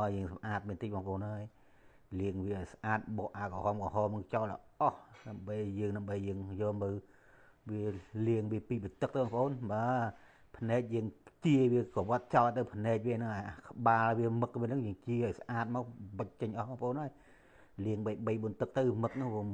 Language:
Khmer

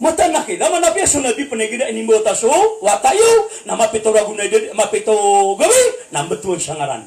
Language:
Maranao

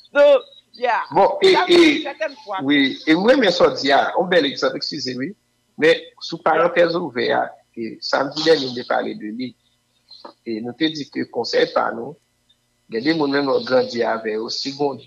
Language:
Haitian Creole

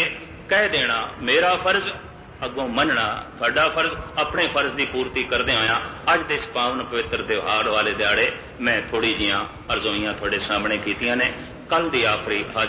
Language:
Punjabi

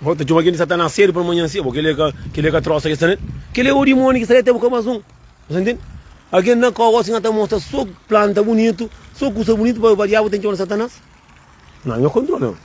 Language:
Kabuverdianu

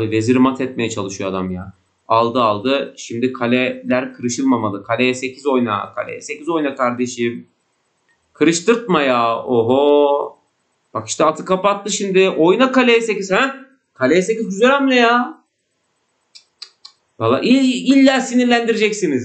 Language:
Turkish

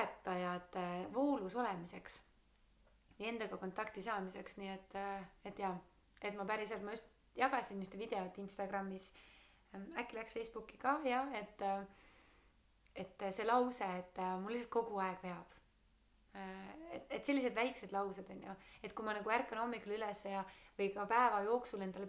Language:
Estonian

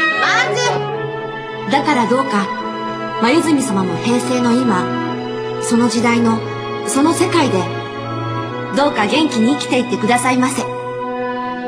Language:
Japanese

